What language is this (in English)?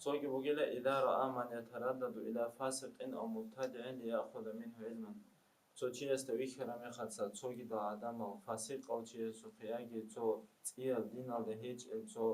Avaric